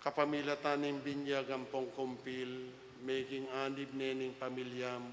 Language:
Pampanga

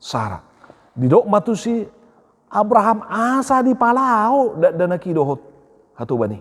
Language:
Batak Toba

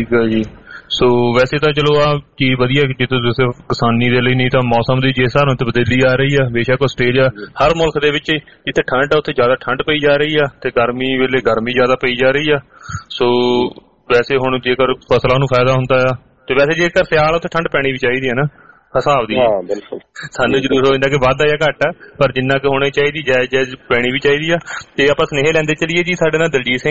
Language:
Punjabi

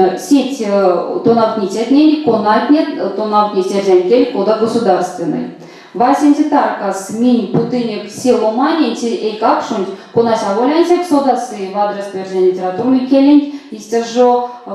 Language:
Erzya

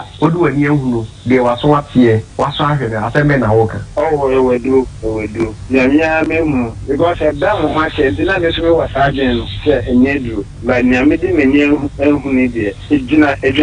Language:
Akan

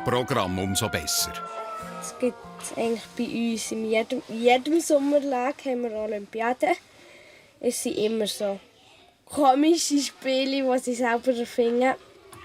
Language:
Swiss German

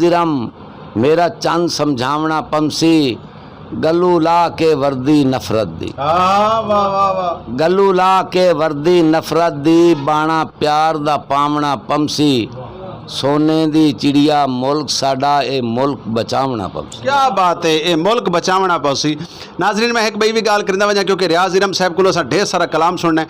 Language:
Saraiki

